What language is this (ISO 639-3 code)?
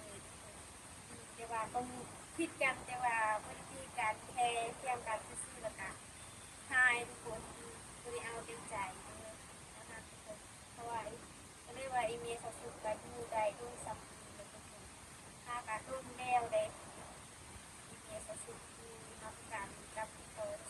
lao